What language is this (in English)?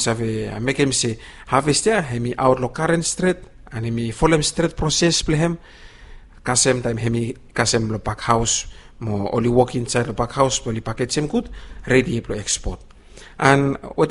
Bislama